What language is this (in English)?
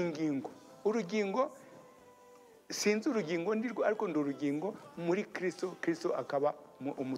Kinyarwanda